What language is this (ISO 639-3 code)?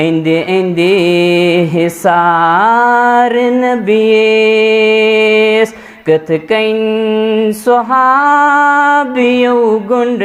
kas